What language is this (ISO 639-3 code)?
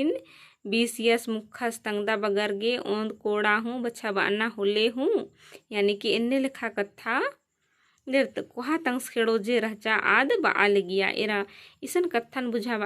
kru